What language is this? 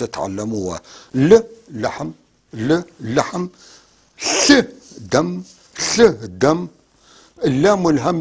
North Levantine Arabic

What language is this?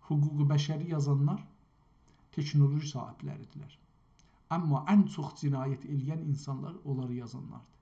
South Azerbaijani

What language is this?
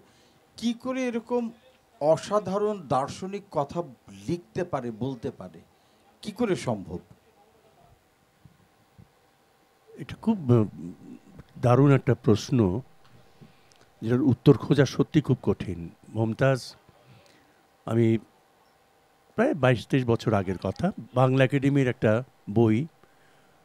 Bangla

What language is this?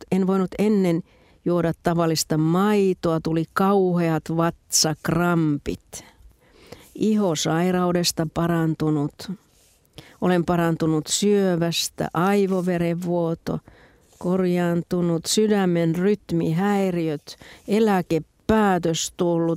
Finnish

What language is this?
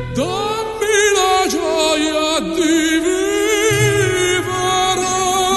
Greek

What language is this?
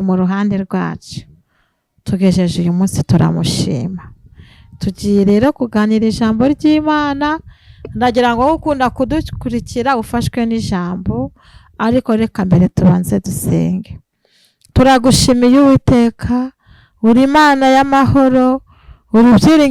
Kinyarwanda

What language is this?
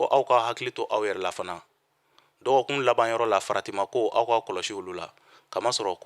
Bambara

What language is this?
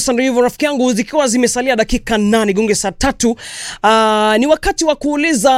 Swahili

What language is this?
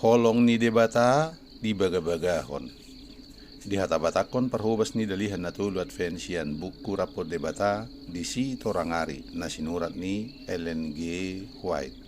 Batak Toba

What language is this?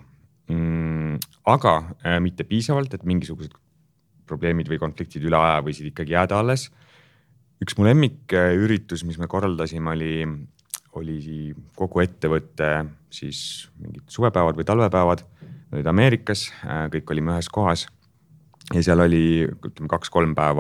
Estonian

